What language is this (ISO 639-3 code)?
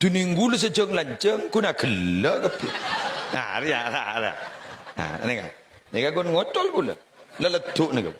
mad